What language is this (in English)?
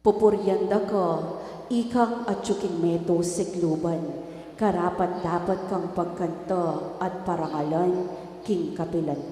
Pampanga